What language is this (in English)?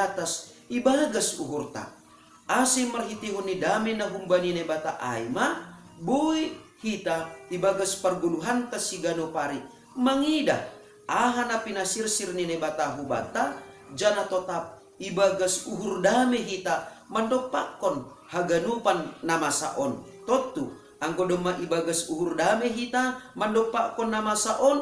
Batak Simalungun